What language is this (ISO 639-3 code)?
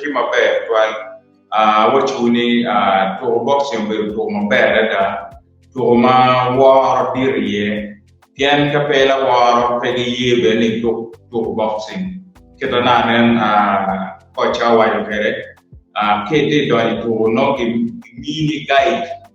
ach